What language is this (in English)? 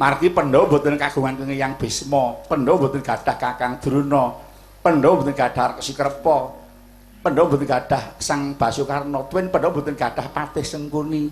Javanese